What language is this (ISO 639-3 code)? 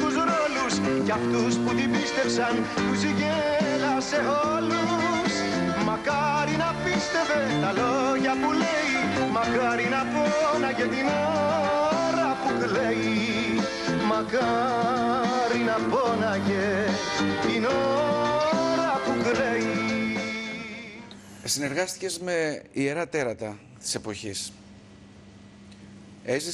ell